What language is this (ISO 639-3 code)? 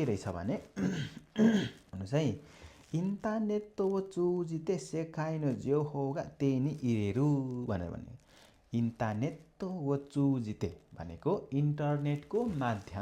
nep